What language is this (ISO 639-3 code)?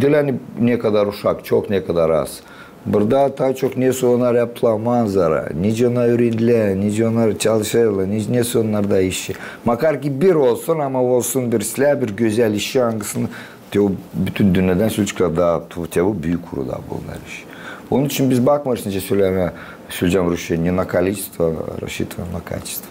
gag